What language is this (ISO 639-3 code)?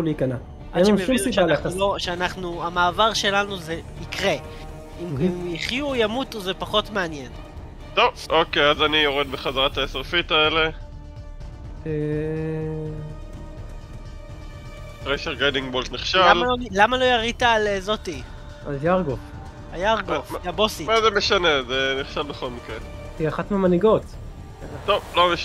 heb